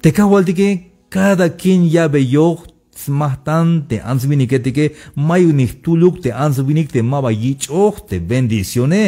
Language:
Tzeltal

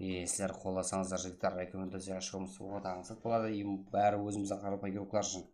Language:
Kara-Kalpak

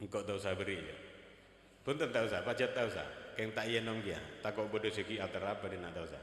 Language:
Madurese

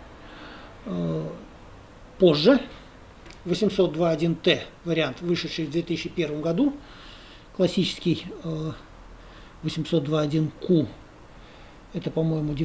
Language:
Russian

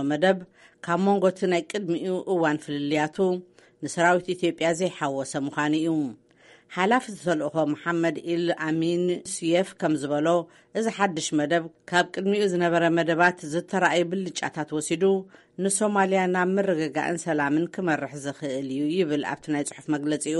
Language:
Tigrinya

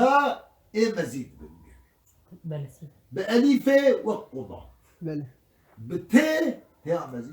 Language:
Kurdish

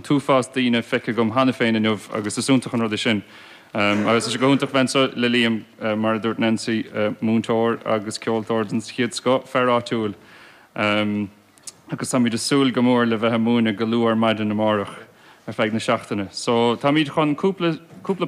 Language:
Irish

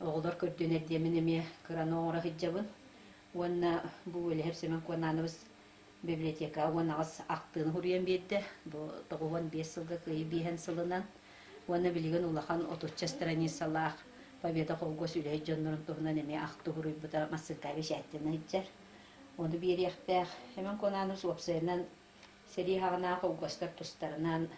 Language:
Yakut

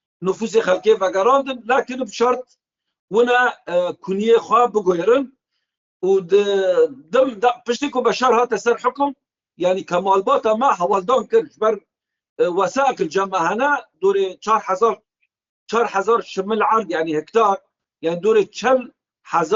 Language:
Kurdish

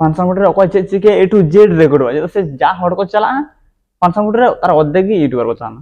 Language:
Santali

